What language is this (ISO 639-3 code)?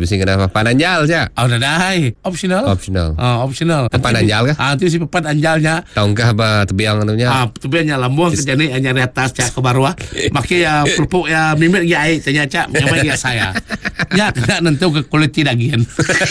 msa